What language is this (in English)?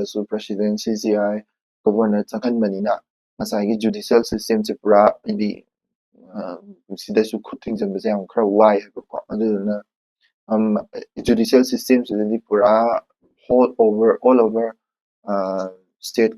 Manipuri